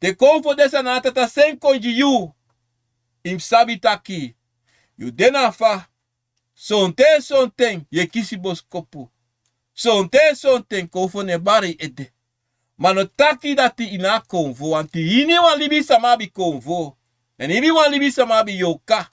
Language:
Sranan Tongo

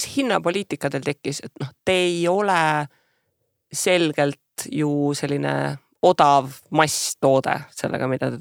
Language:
Estonian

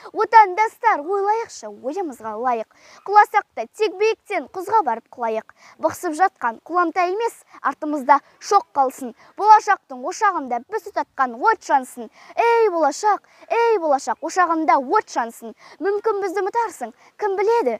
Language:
Kazakh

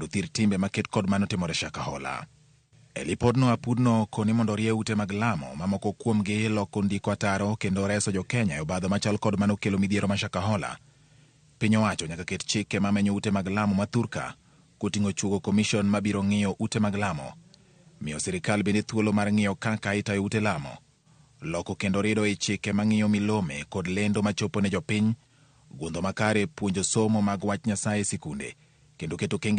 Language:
Luo (Kenya and Tanzania)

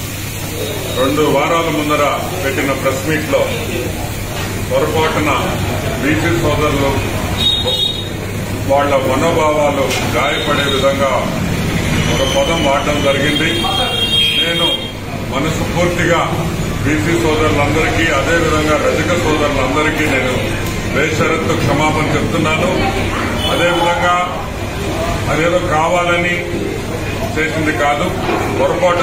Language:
Telugu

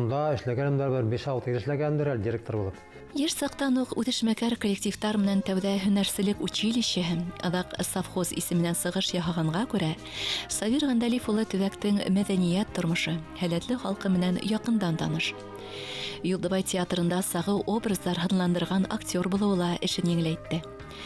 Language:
Bashkir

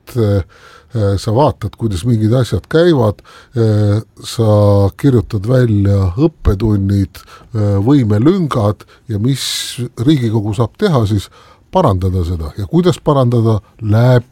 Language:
Estonian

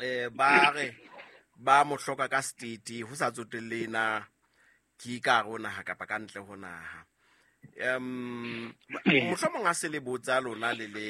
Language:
Southern Sotho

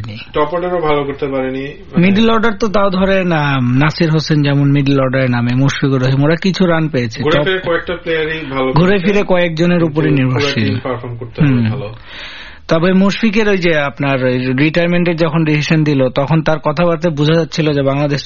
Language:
Bangla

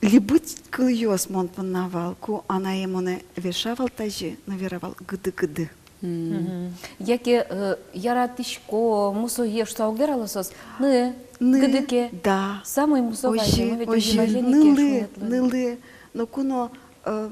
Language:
Udmurt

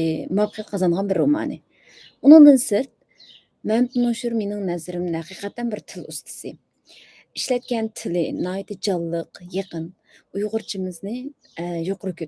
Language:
Uyghur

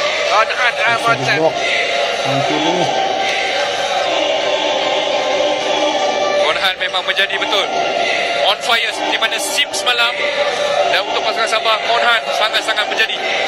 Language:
Malay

